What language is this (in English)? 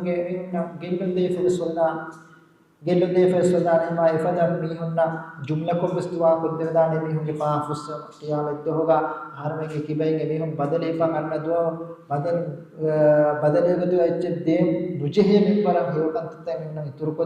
Divehi